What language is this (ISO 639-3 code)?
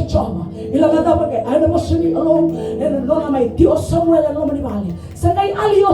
fij